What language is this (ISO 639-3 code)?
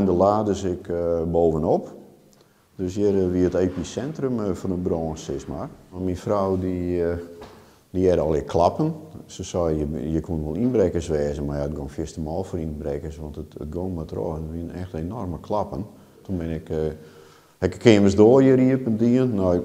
fry